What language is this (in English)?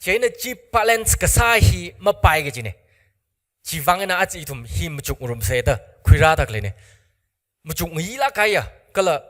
Tangkhul Naga (India)